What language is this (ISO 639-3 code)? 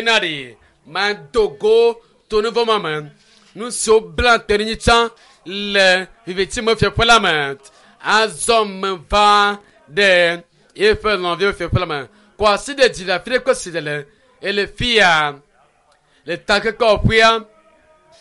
ewe